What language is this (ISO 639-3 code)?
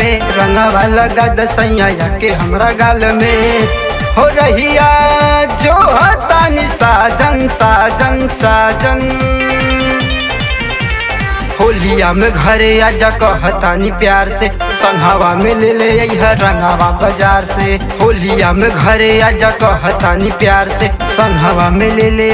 bho